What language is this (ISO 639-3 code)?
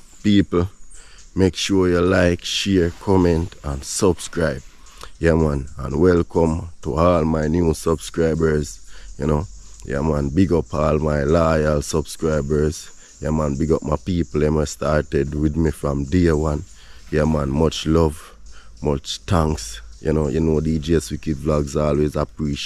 jam